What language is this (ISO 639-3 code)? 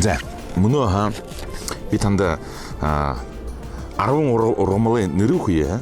bua